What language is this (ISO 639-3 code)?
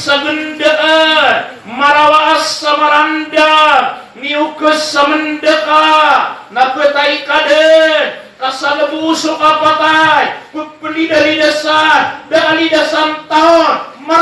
mrw